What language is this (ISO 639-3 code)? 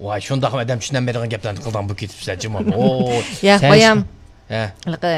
uig